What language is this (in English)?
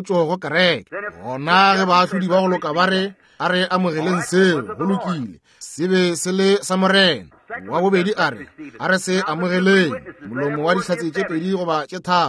Northern Sotho